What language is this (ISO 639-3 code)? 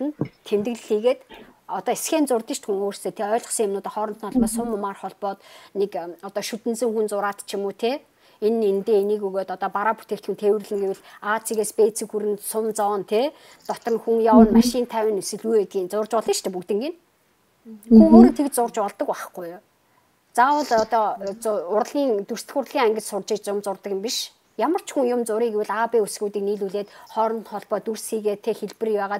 mon